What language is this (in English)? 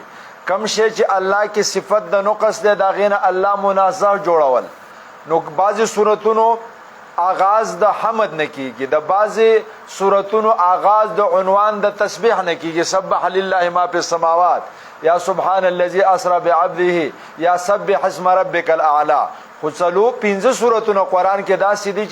Pashto